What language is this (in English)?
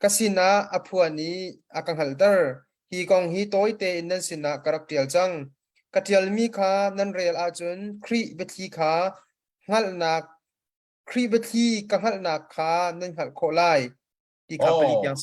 Hakha Chin